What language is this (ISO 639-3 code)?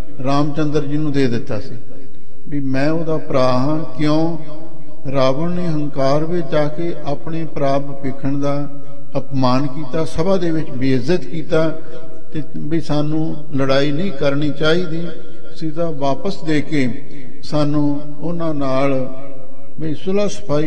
pan